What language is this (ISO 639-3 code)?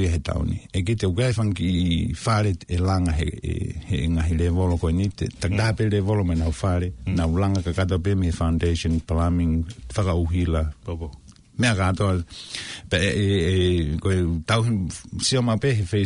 ton